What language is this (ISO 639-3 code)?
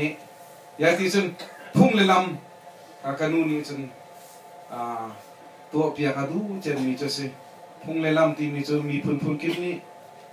cnh